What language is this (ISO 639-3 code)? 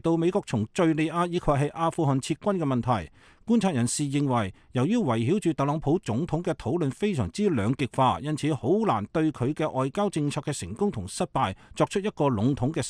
yue